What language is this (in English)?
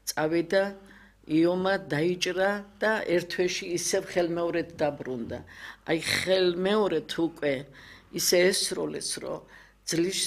Georgian